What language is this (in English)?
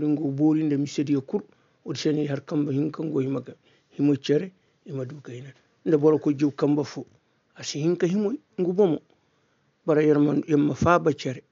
Koyraboro Senni